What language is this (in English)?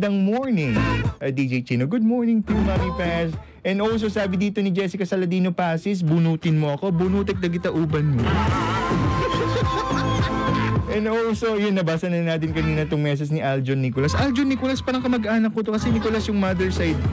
Filipino